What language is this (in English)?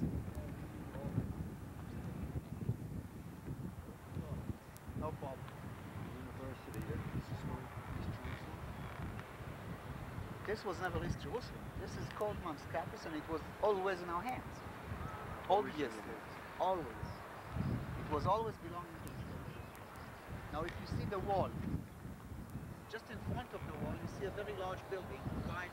English